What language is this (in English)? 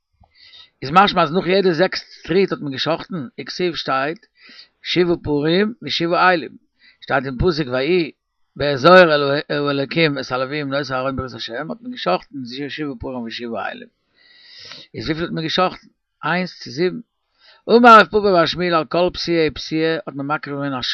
Yiddish